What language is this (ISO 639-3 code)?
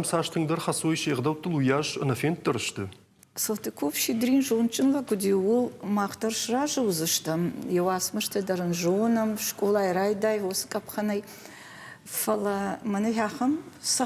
oss